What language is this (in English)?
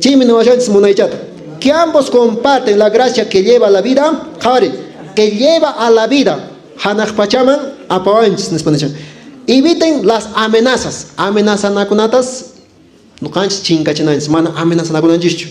Quechua